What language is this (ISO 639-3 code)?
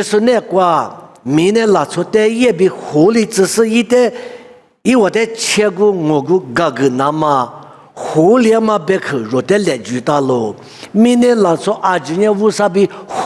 lis